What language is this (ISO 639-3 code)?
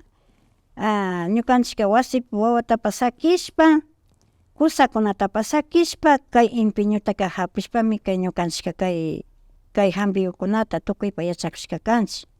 qvi